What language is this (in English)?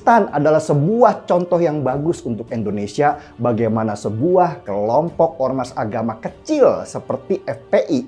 Indonesian